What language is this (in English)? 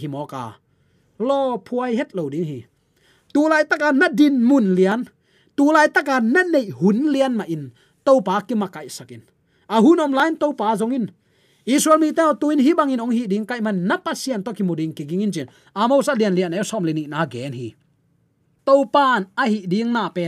Tedim Chin